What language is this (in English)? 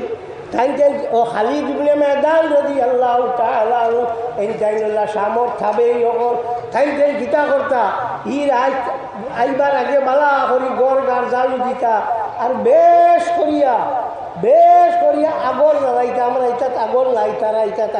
Sylheti